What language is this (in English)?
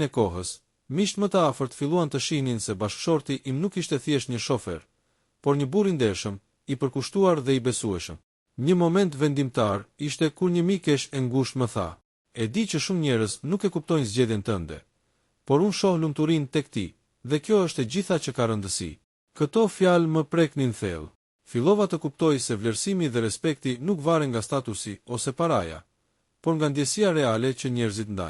Albanian